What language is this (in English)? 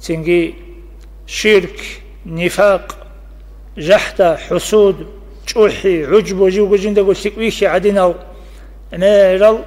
Avaric